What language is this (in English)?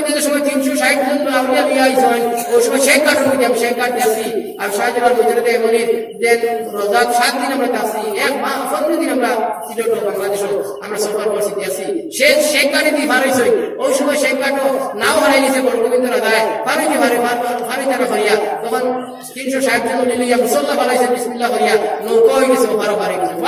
Sylheti